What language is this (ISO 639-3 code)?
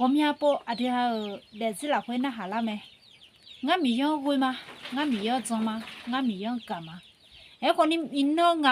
ahk